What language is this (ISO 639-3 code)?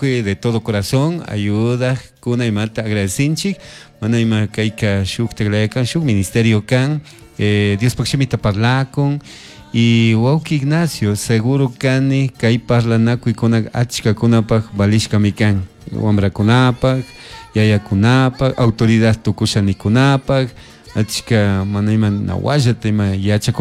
qug